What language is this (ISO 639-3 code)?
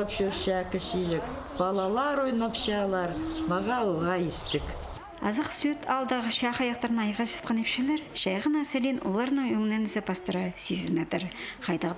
kjh